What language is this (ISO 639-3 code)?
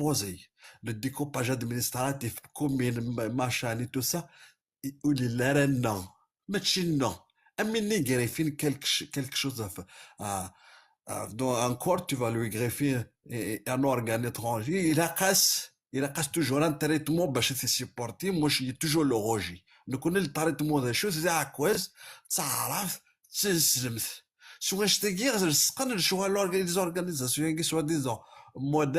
kab